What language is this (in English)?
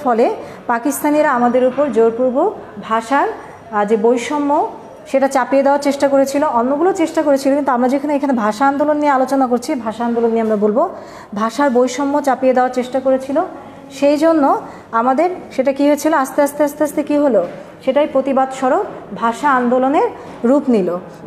Bangla